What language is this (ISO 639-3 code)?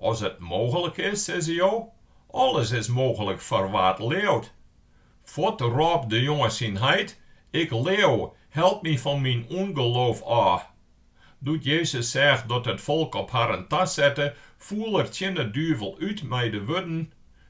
fry